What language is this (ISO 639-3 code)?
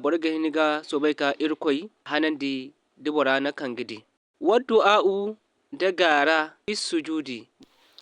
dje